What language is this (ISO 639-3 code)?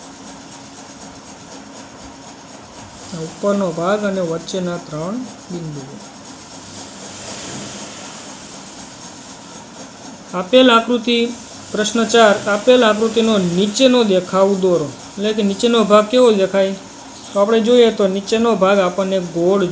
guj